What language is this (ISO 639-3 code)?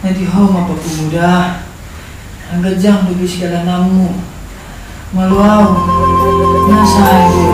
bbc